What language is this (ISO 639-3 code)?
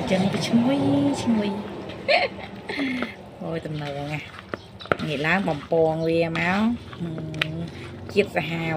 khm